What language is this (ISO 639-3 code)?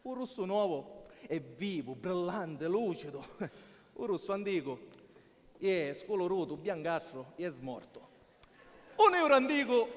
scn